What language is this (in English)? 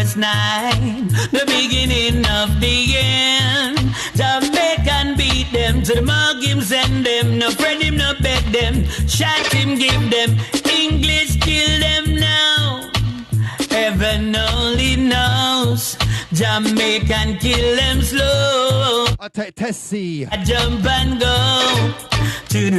Jamaican Creole English